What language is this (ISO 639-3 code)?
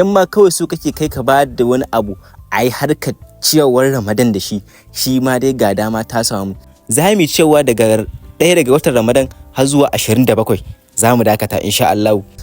hau